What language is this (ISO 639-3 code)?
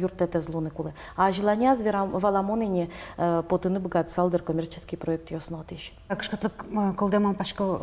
udm